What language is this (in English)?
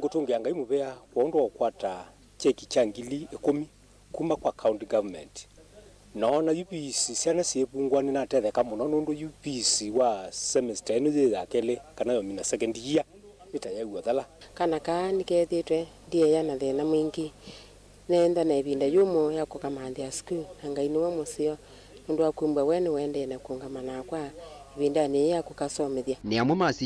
Kamba